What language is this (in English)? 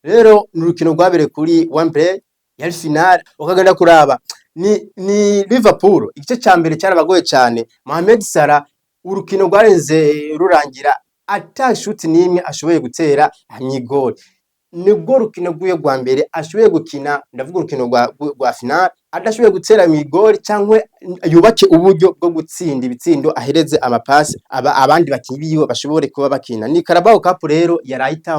Rundi